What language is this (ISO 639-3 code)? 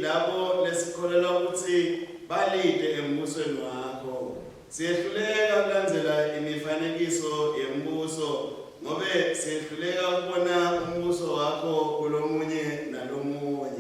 ssw